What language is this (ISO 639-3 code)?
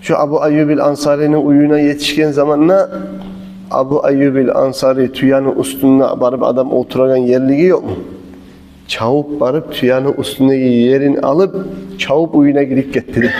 kum